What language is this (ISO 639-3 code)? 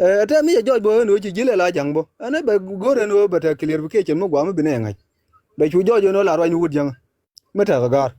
nus